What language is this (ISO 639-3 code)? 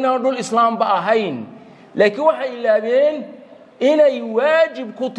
som